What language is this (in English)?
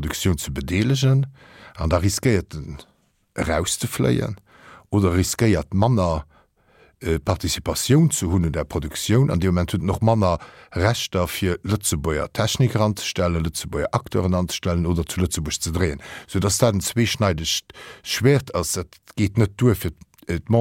Luxembourgish